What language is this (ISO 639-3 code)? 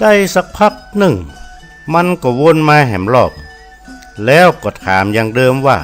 nod